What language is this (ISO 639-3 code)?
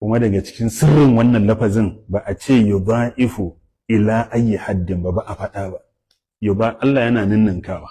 hau